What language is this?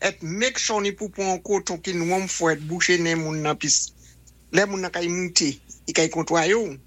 Saint Lucian Creole French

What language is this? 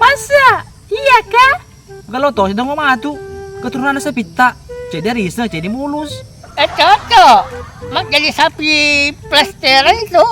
Buginese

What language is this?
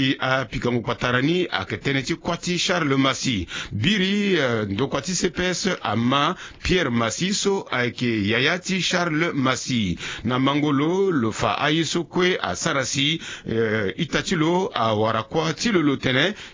Sango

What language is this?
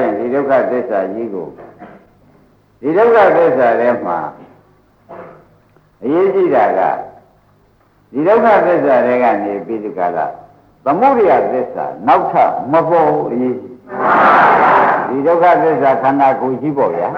Burmese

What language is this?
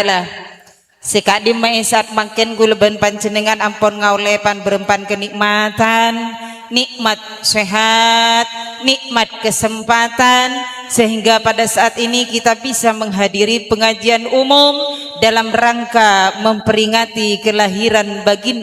Madurese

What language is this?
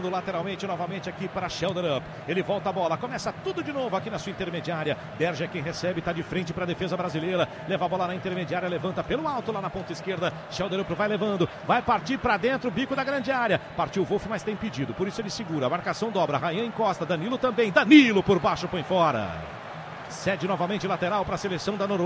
Portuguese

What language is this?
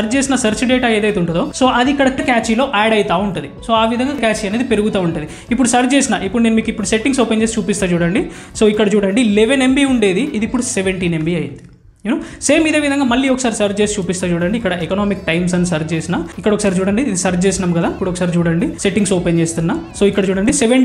Telugu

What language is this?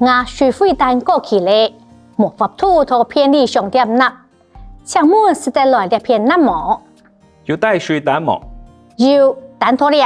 Hakka Chinese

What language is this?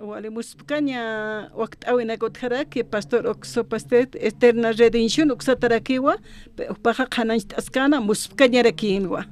Aymara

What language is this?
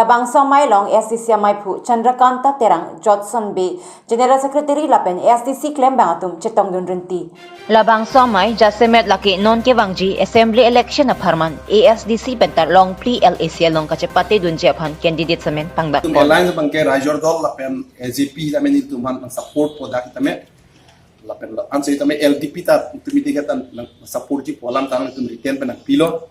Karbi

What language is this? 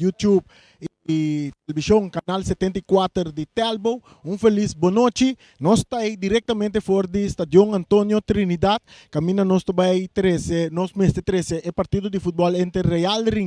Papiamento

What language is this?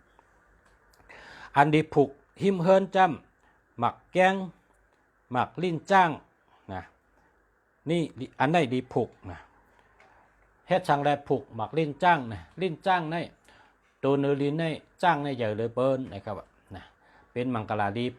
Shan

